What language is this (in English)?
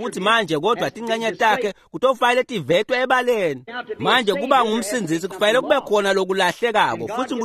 Swati